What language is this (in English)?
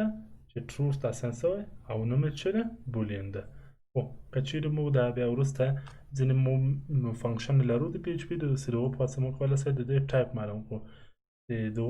Pashto